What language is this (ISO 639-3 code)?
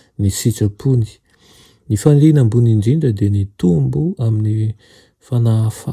mlg